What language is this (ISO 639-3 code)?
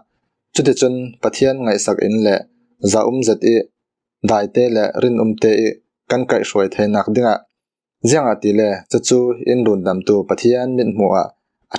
cfm